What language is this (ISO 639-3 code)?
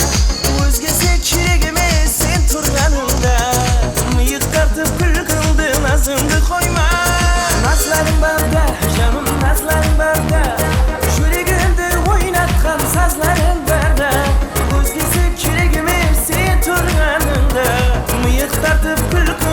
kaa